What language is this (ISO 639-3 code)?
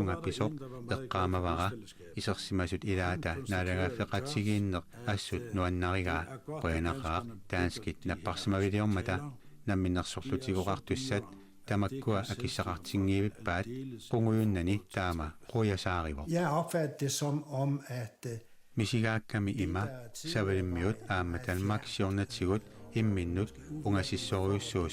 kal